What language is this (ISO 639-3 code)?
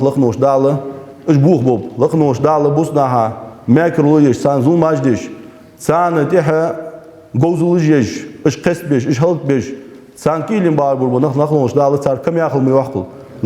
inh